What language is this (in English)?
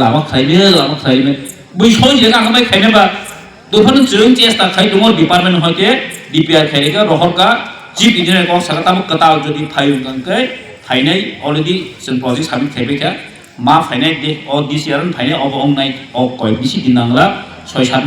Kok Borok